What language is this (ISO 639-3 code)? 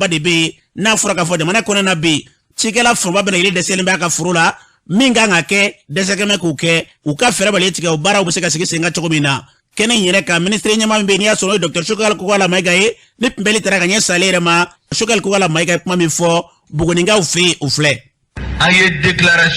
bam